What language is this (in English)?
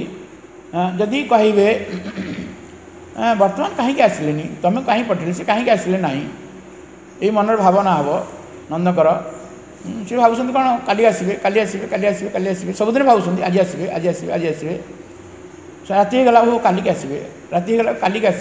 Odia